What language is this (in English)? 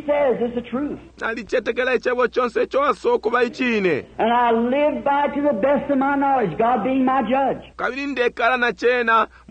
Bemba